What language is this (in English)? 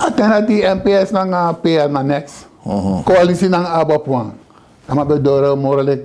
Sranan Tongo